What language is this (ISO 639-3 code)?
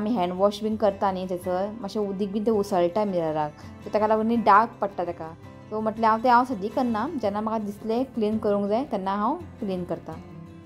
kok